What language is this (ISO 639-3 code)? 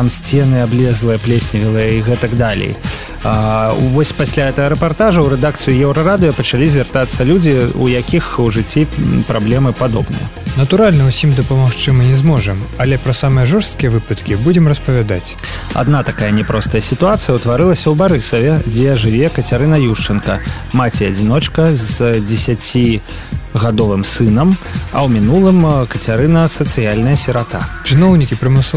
bel